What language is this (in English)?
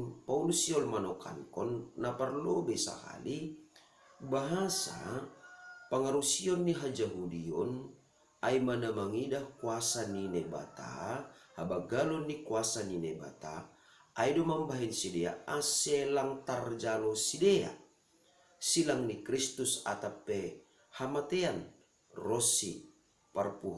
Batak Simalungun